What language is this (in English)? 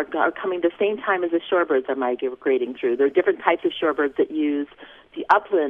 English